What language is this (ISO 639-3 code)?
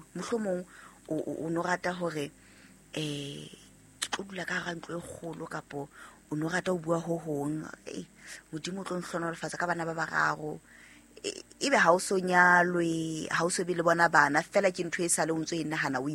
sot